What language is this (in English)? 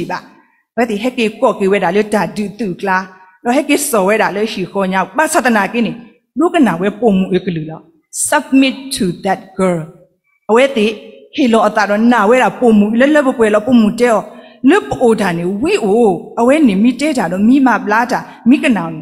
S'gaw Karen